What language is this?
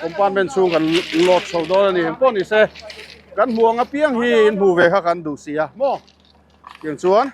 Mizo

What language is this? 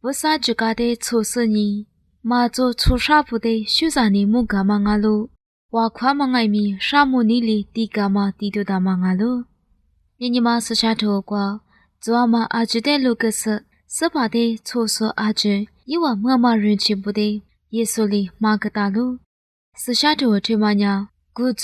Lisu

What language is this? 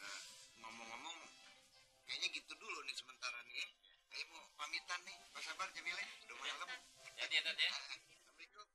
Betawi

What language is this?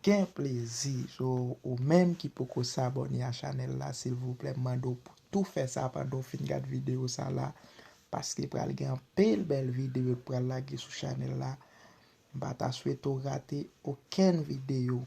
Haitian Creole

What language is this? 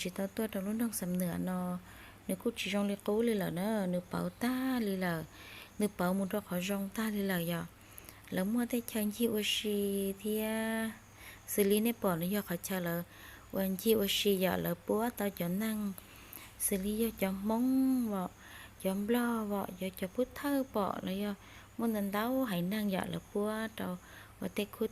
Hmong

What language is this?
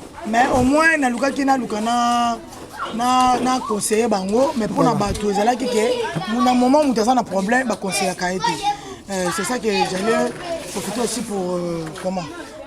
Lingala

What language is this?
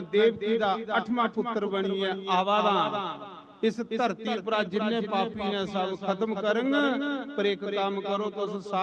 Dogri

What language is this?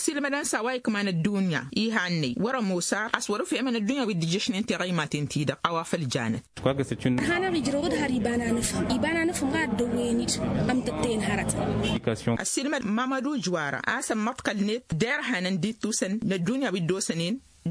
Tamasheq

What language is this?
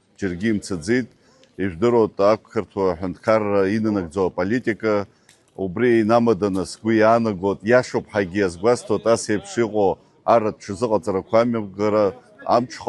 Abkhazian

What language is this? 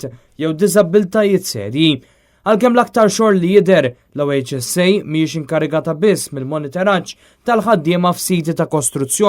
Maltese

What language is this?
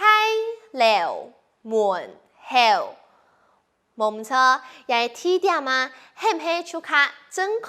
Hakka Chinese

